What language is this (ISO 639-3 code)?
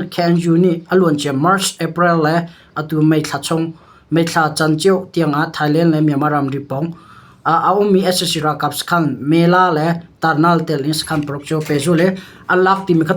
cnh